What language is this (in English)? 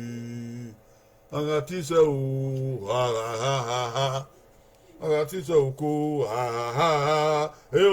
Bini